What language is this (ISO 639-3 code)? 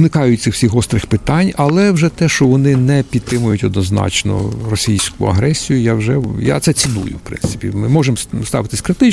ukr